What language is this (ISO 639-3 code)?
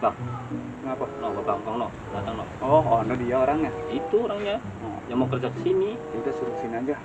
bew